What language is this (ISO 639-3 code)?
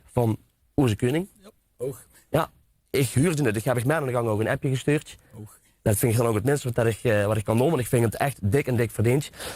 lim